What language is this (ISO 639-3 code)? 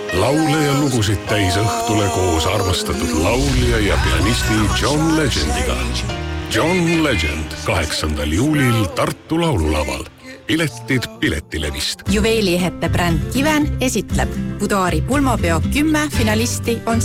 est